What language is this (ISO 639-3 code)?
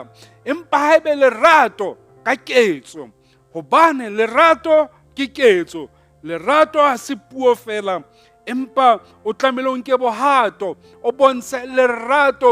sot